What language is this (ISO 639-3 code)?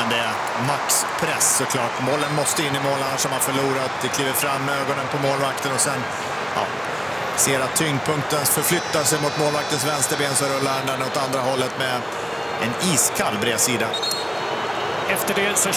swe